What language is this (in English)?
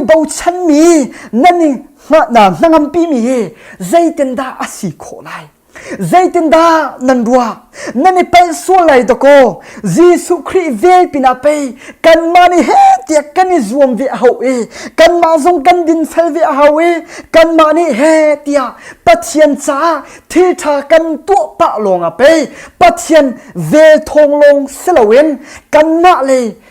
Hakha Chin